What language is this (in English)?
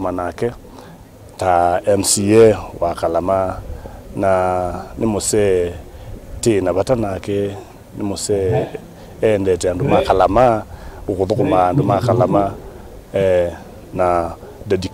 Kamba